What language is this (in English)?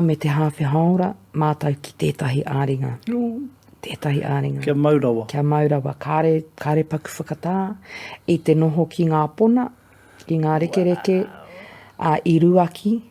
Māori